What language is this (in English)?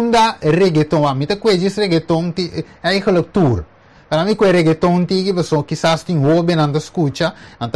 Papiamento